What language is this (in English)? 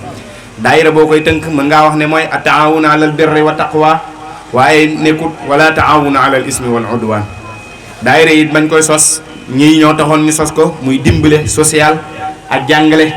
Wolof